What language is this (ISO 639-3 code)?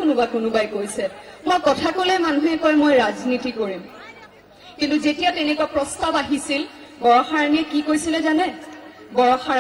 asm